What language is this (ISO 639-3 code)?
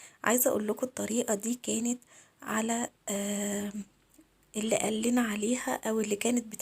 arz